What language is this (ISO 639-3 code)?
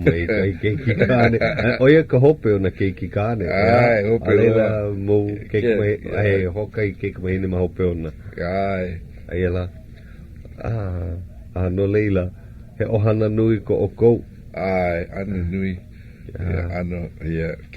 haw